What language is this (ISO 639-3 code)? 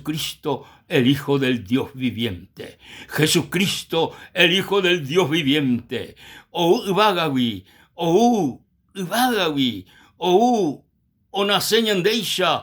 grn